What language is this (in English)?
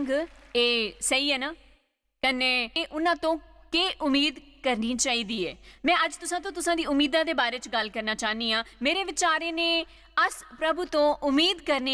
Dogri